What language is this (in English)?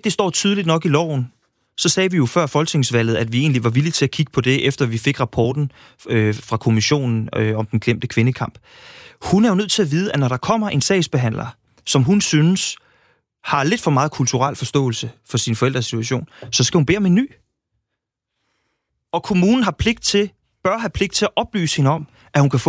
Danish